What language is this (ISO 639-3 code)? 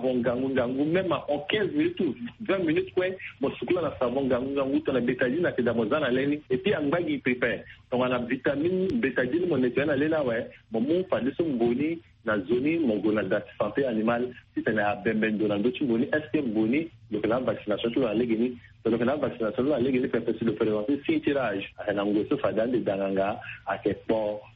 sag